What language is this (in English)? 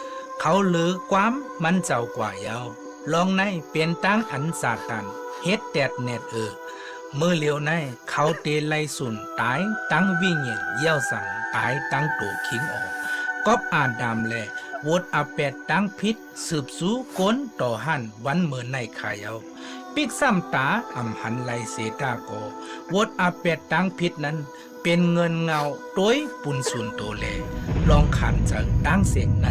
Shan